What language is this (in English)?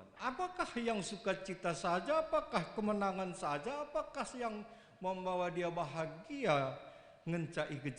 Batak Karo